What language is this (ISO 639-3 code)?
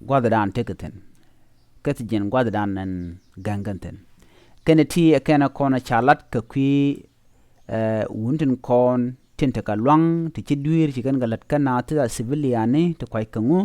nus